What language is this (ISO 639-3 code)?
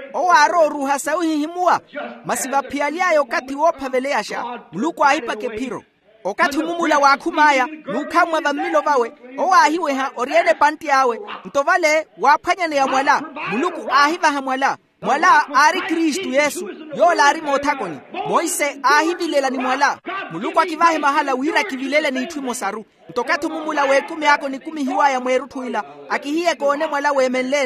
vmw